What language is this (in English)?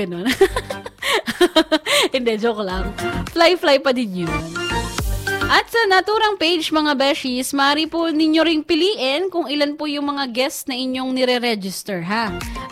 Filipino